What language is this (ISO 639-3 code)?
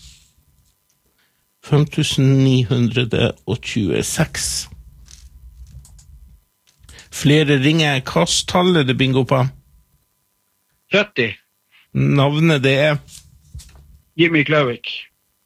nor